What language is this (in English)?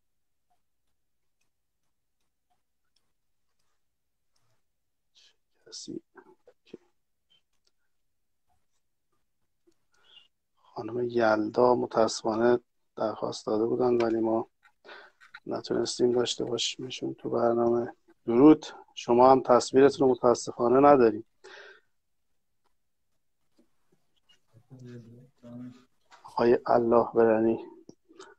Persian